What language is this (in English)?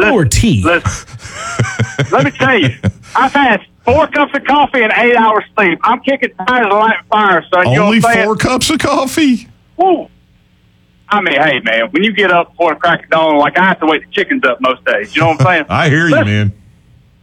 English